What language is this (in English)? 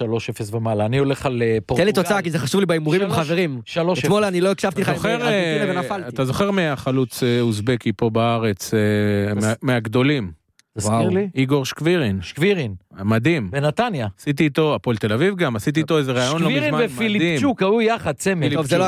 Hebrew